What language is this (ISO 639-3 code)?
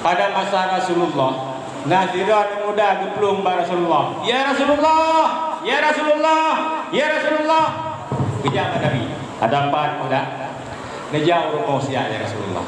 ace